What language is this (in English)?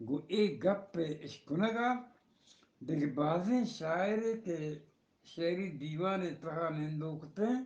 Eastern Balochi